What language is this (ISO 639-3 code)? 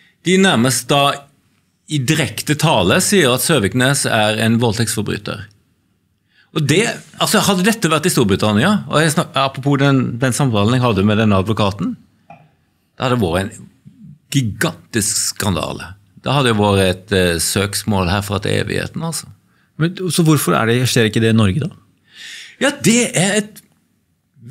nor